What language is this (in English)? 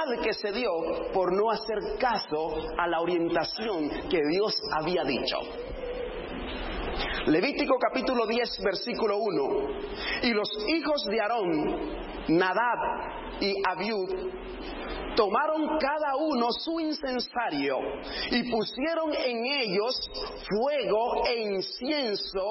Spanish